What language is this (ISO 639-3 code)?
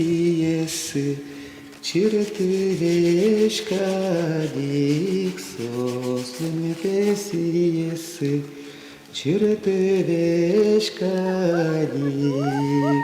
udm